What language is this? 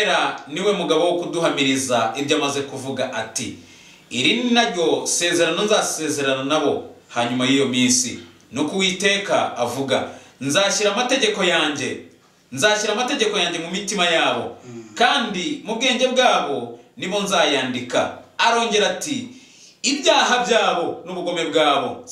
Kinyarwanda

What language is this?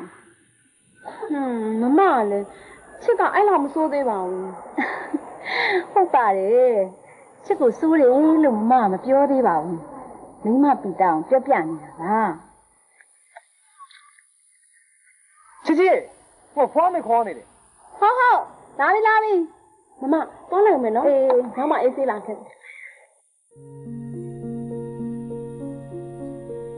Burmese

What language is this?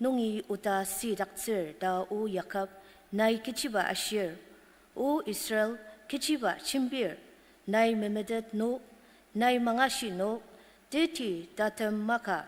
Ao Naga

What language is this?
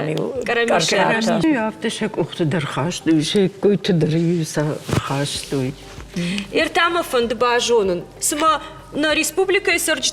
Ossetic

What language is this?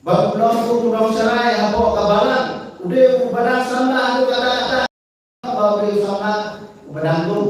Khasi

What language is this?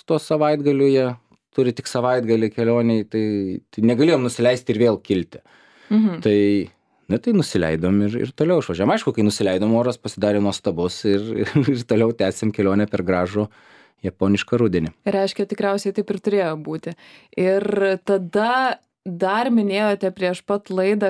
Lithuanian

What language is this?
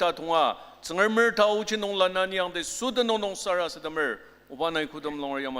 Ao Naga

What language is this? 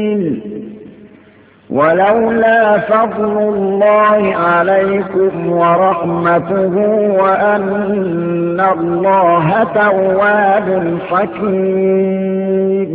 Arabic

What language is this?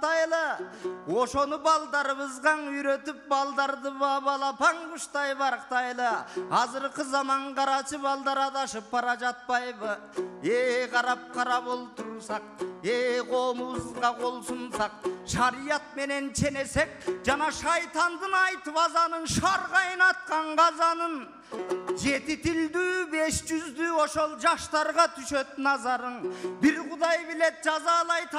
Kyrgyz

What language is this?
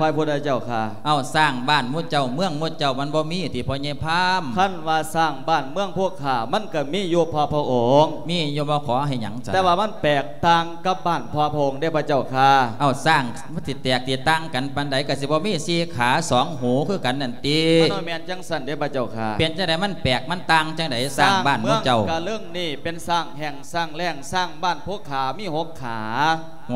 Lao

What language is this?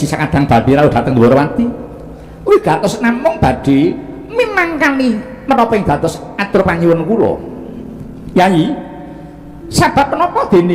Javanese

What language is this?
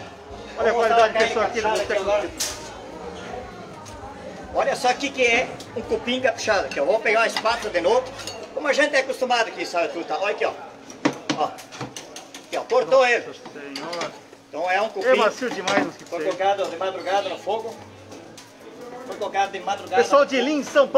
Portuguese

